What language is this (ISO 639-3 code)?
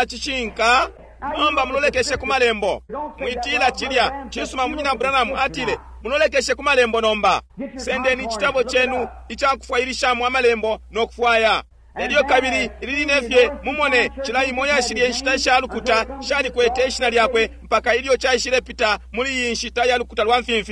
bem